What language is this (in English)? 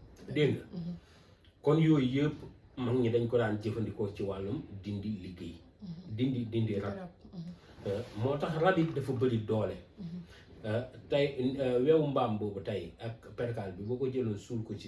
Wolof